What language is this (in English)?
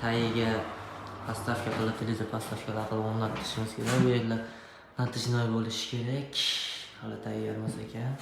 Uzbek